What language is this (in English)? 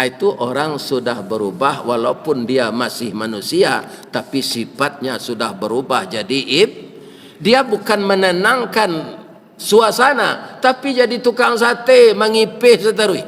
Minangkabau